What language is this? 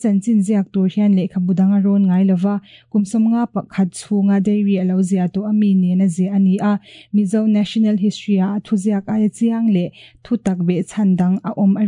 Mizo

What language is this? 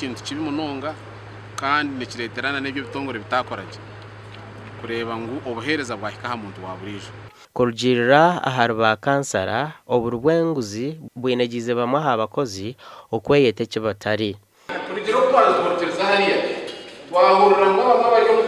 Nyankole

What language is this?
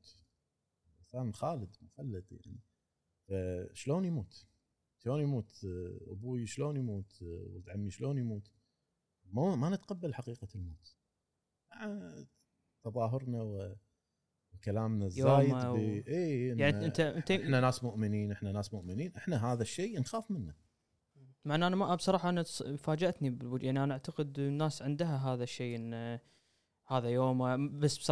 Gulf Arabic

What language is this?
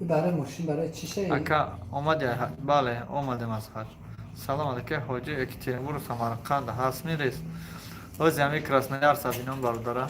Tajik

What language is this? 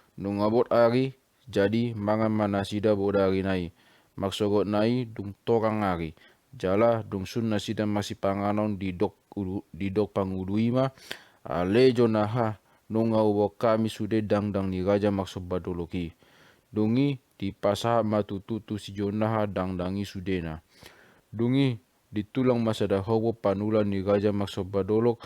Batak Toba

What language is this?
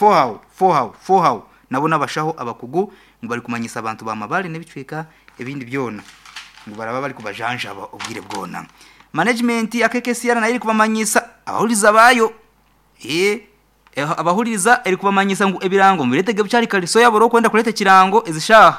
Nyoro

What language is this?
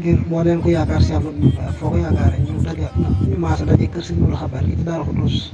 Wolof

